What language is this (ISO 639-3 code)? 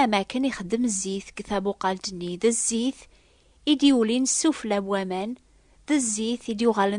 kab